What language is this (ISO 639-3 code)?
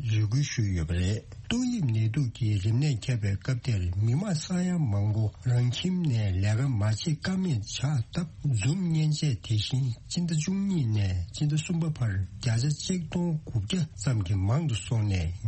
bod